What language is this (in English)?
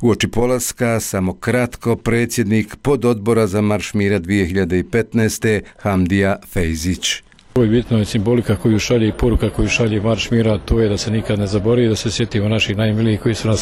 Bosnian